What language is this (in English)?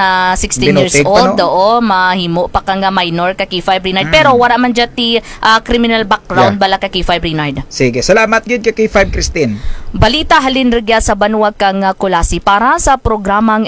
Kinaray-a